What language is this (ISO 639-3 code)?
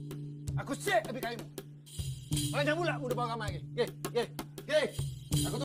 msa